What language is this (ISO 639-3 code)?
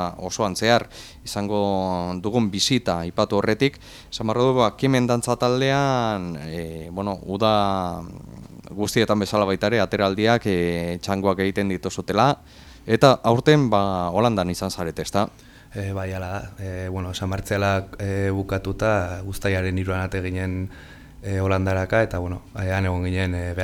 eus